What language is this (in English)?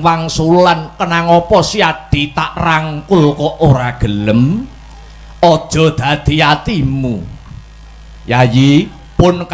Javanese